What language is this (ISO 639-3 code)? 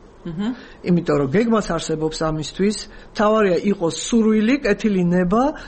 kat